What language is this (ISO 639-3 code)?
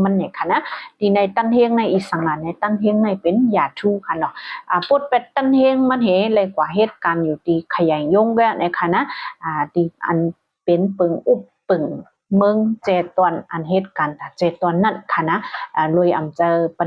shn